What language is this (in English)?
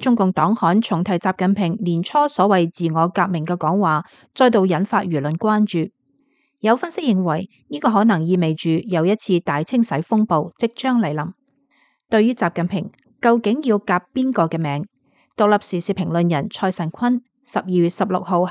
Cantonese